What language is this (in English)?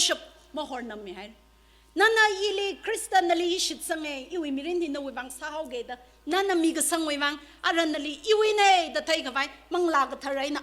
Tangkhul Naga (India)